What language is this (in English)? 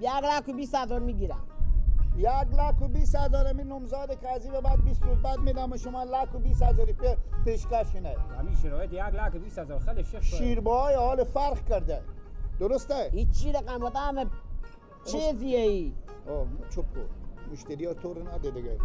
Persian